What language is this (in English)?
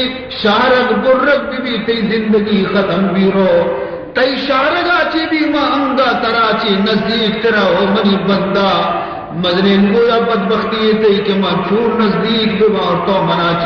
Baluchi